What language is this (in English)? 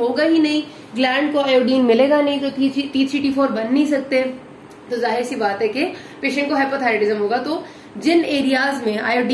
Hindi